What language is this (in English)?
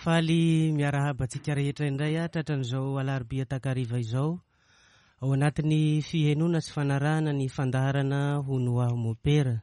Malagasy